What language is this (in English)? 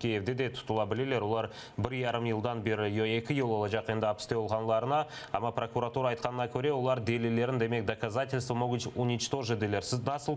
Crimean Tatar